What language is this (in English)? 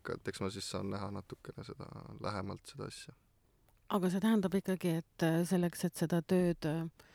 Estonian